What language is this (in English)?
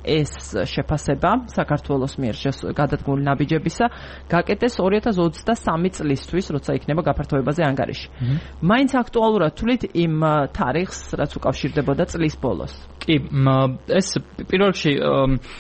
Georgian